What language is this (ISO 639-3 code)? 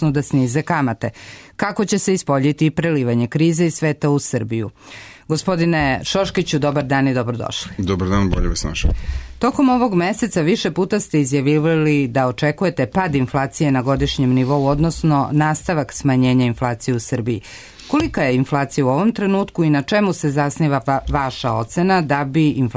srp